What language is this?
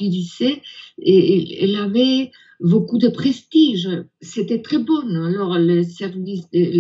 French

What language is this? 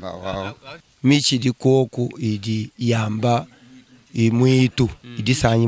Luba-Lulua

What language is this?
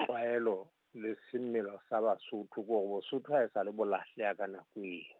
Southern Sotho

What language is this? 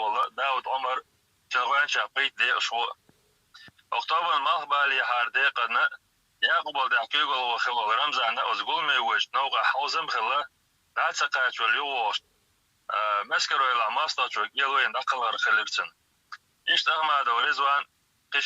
Chechen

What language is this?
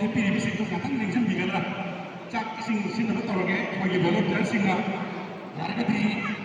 Manipuri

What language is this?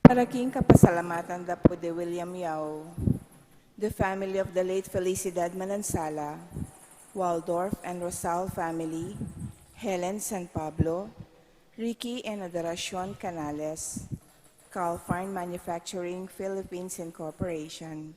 Pampanga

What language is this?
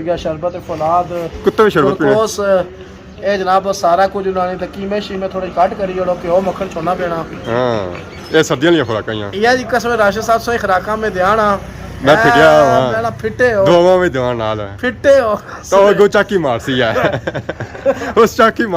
Pahari-Potwari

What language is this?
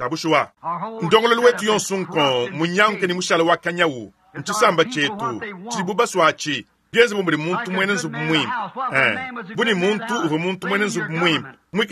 Luba-Lulua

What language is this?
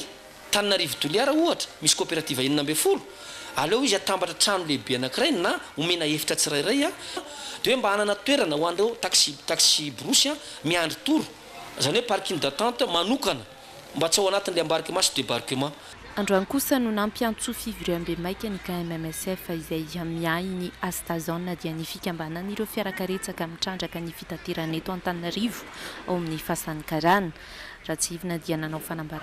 Malagasy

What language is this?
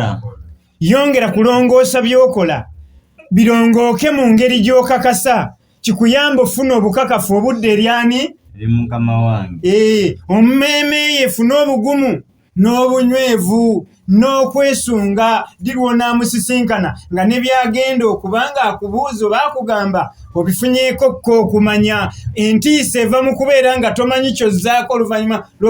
Ganda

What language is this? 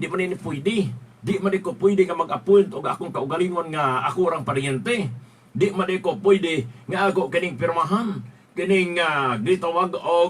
Cebuano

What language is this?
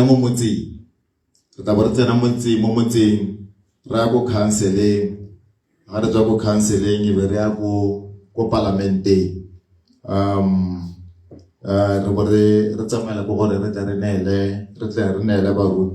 Tswana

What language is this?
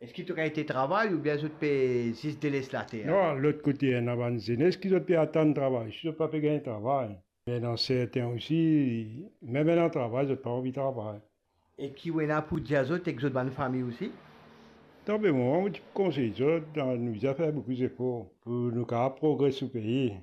Morisyen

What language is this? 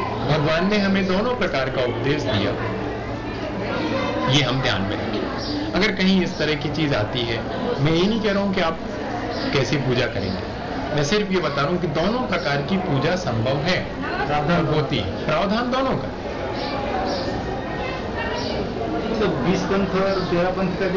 Hindi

